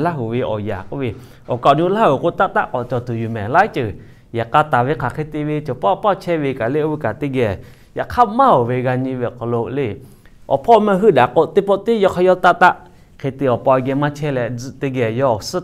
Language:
Lahu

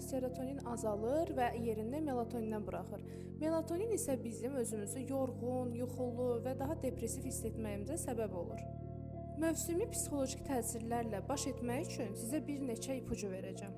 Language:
Azerbaijani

